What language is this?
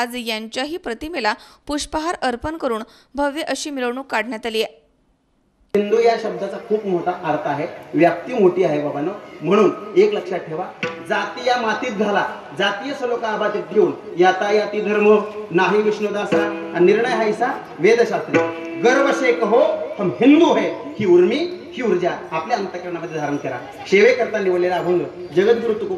Marathi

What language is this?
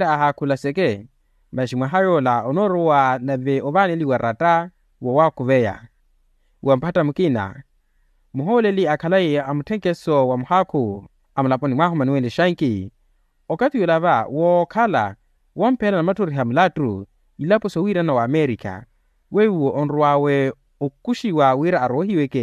Makhuwa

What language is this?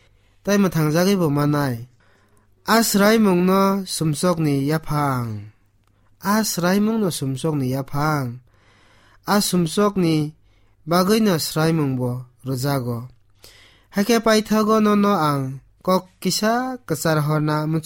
Kok Borok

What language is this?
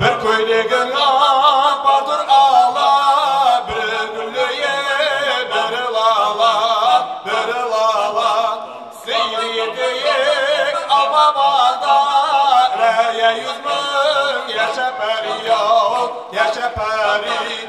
Kara-Kalpak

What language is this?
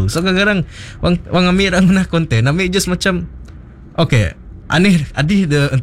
Malay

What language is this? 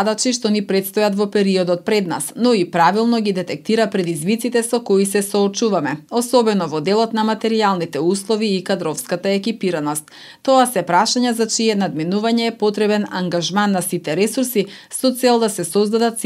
Macedonian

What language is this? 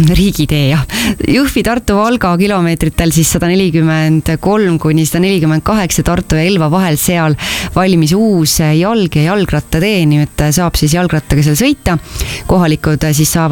Estonian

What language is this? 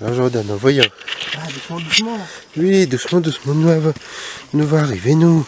Réunion Creole French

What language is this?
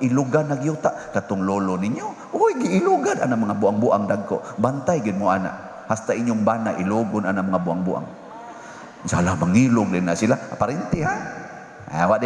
Cebuano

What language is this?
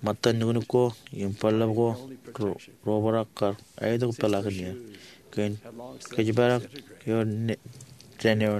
Marshallese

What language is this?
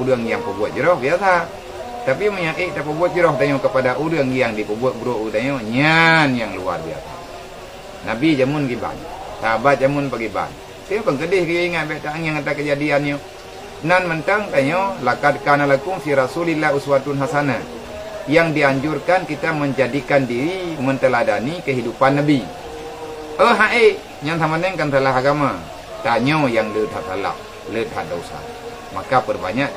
Achinese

